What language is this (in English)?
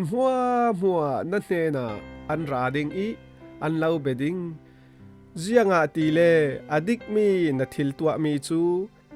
Falam Chin